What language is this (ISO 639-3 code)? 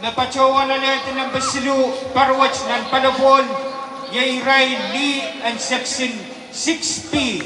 pon